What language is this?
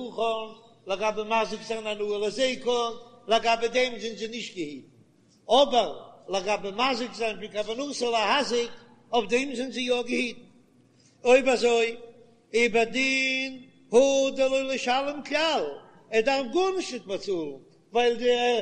Yiddish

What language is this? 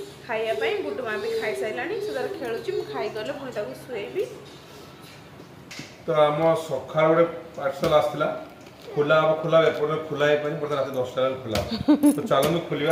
Odia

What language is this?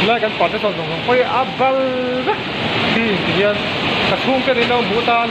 Mizo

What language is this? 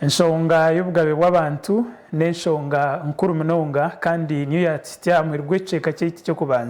Nyankole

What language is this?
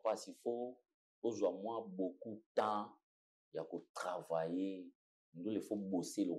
Lingala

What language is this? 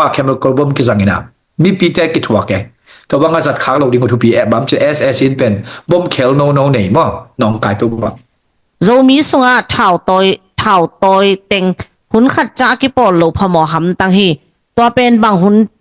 Tedim Chin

